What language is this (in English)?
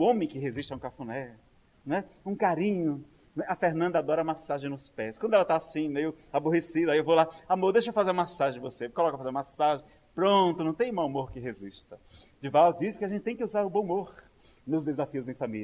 Portuguese